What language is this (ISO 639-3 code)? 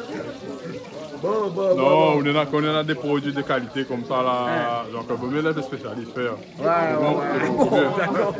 rcf